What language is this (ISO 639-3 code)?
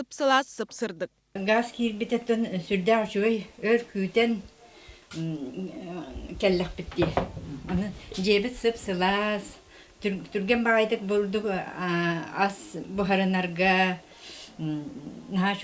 sah